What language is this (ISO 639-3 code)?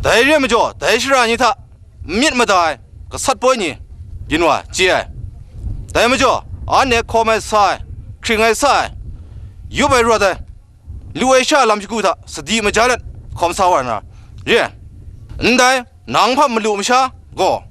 kac